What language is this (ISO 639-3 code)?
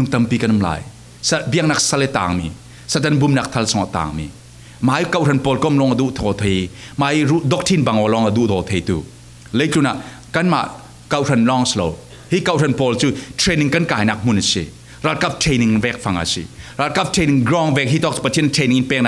cfm